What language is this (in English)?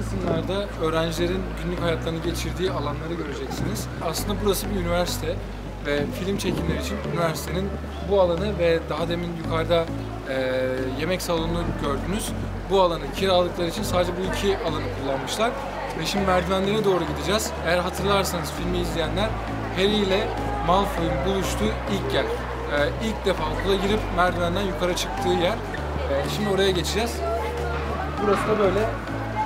Turkish